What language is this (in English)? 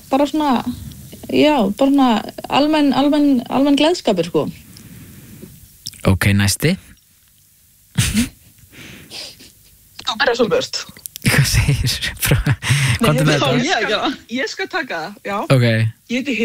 Icelandic